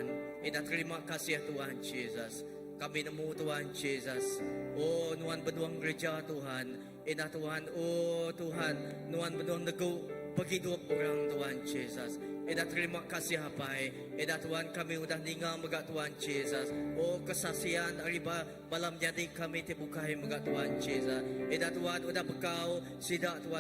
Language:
Iban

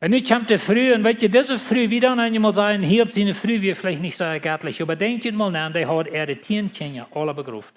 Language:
Plautdietsch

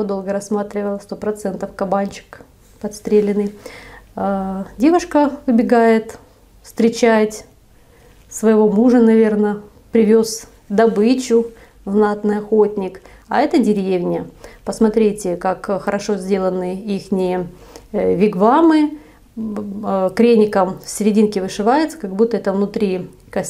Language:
Russian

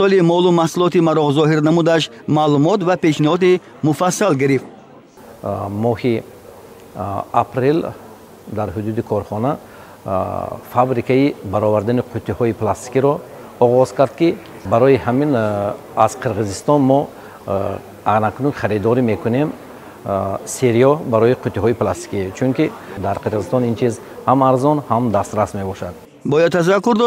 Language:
Tajik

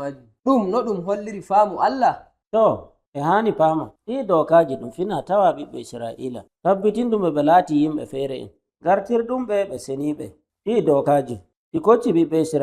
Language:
Nigerian Fulfulde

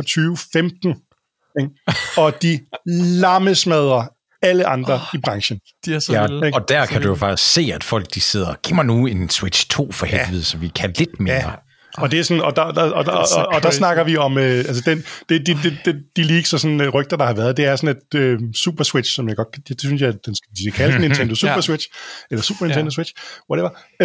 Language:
Danish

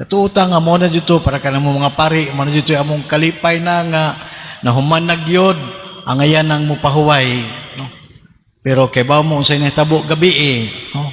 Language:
Cebuano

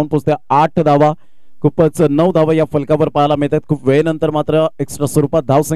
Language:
Marathi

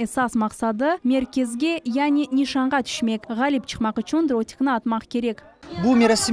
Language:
Crimean Tatar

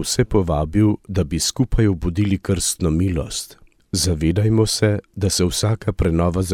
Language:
Slovenian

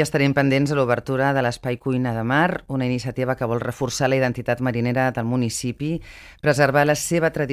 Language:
Catalan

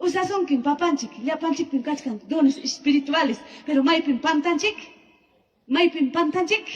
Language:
Ayacucho Quechua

